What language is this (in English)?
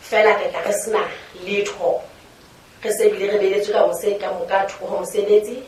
Southern Sotho